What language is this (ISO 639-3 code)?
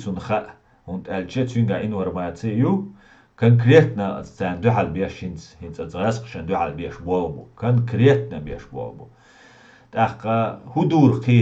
che